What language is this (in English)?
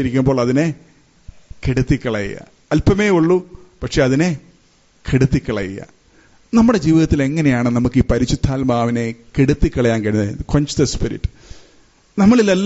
Malayalam